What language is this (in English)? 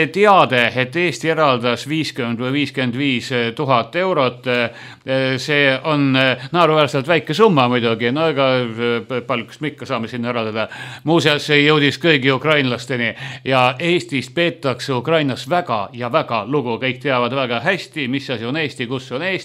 Estonian